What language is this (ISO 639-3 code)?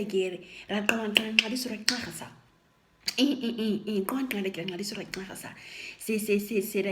naq